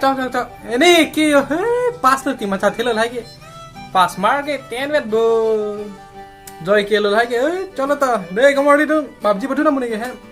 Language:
Karbi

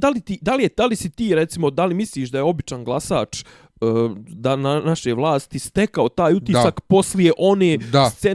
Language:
Bosnian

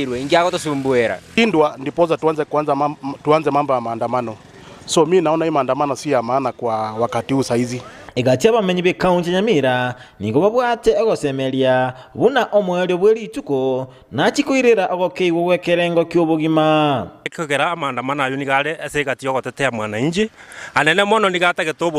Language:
Gusii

